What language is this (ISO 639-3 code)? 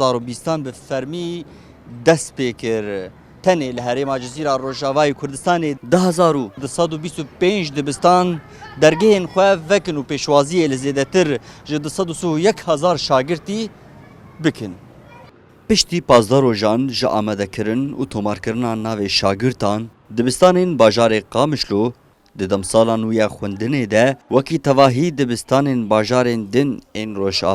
kur